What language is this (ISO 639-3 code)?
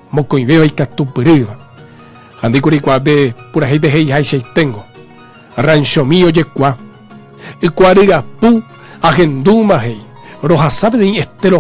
grn